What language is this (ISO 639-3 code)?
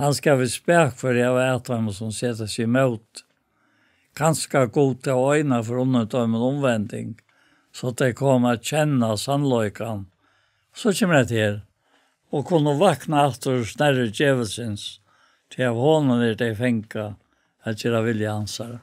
fao